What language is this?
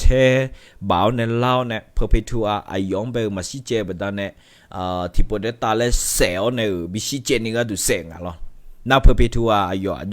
Akha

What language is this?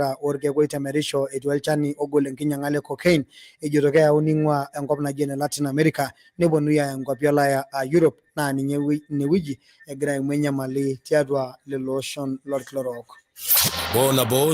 Masai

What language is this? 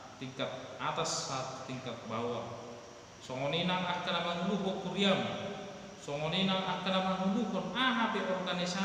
Batak Toba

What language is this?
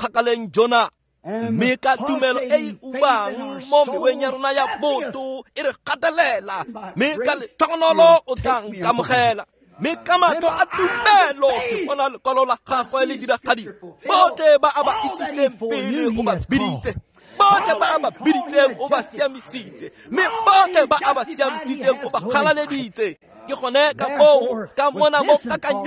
Tswana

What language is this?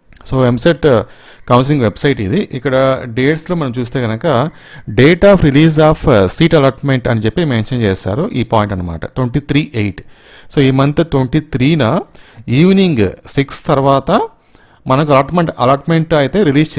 Telugu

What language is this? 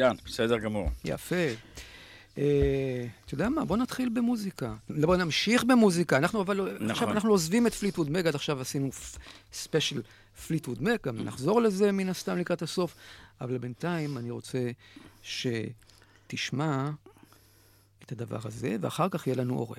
Hebrew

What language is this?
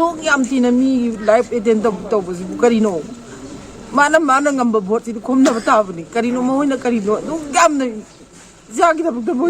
Manipuri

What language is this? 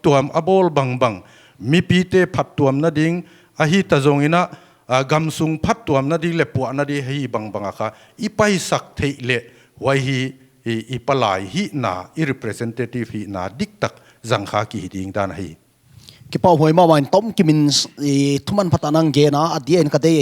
Paite Chin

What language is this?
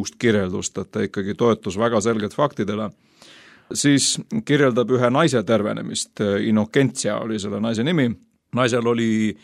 Estonian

